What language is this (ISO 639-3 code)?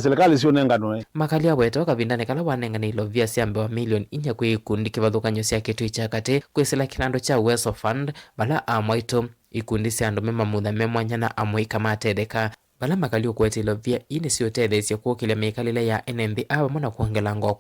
kam